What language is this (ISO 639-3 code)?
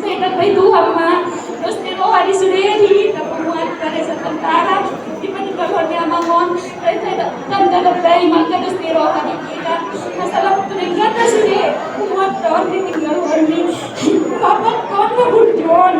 bbc